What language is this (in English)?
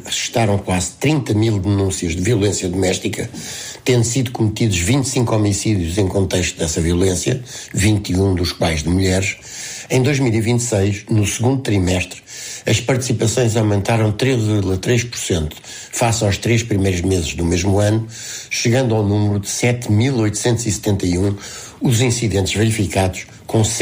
Portuguese